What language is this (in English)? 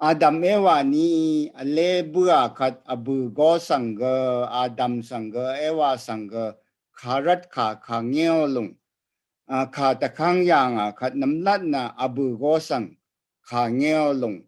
Rawang